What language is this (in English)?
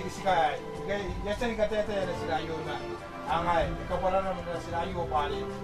Gilbertese